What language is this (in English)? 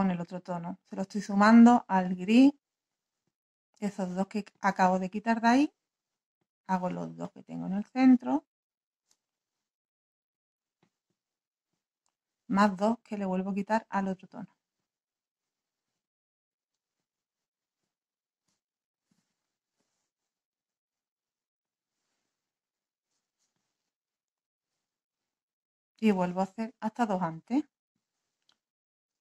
Spanish